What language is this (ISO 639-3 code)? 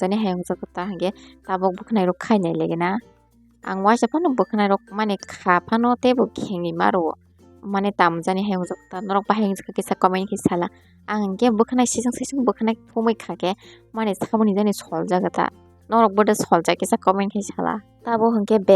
trp